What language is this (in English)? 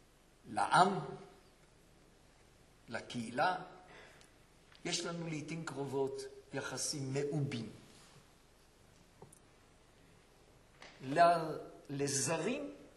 Hebrew